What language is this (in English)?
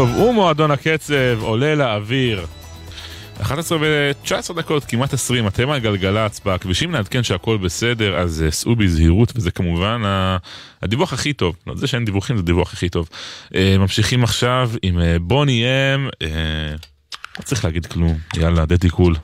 Hebrew